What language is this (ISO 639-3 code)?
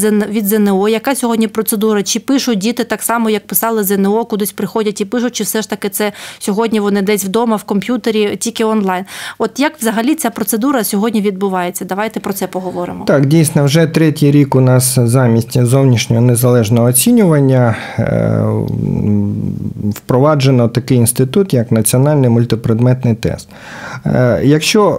ukr